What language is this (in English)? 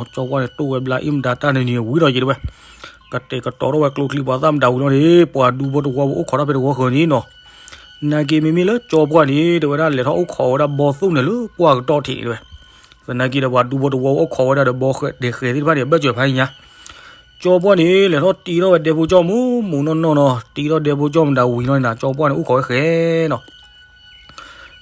S'gaw Karen